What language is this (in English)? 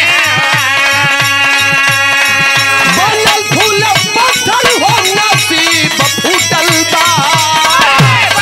Bhojpuri